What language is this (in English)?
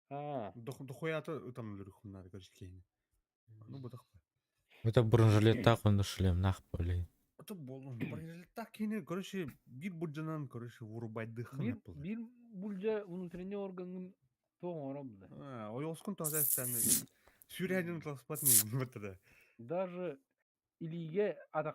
Yakut